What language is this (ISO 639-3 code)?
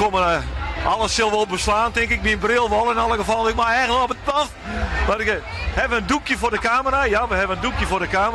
fry